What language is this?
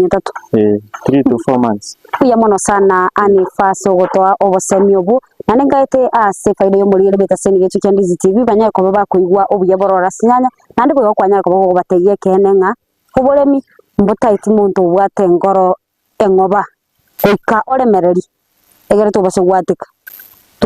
Gusii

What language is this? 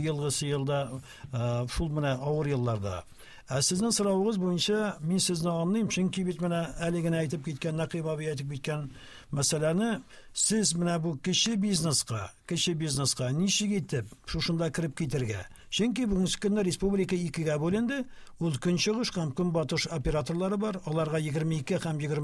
Tatar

